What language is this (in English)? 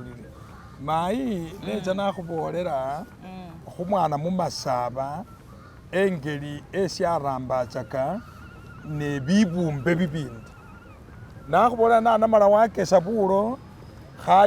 Masaaba